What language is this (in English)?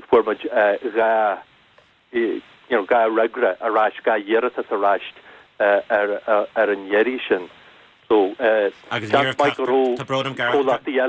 Irish